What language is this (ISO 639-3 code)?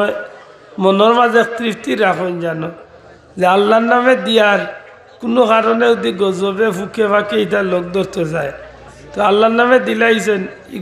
syl